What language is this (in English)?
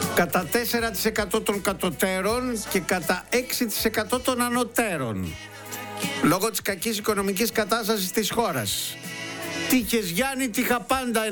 Greek